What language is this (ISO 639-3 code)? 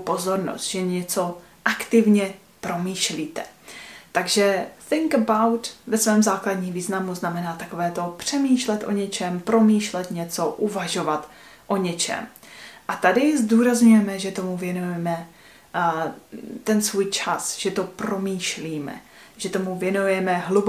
ces